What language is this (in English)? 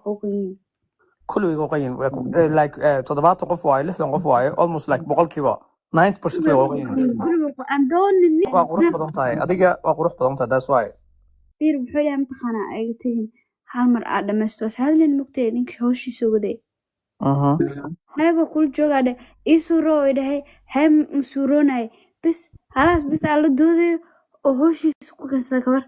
Somali